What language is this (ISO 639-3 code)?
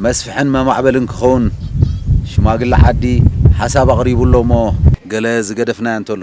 tir